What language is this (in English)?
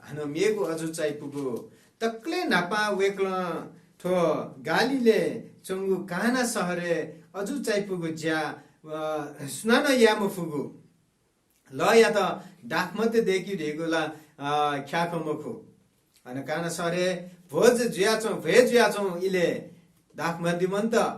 Newari